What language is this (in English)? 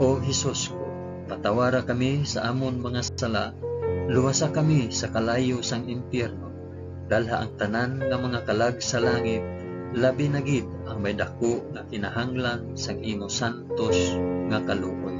Hiligaynon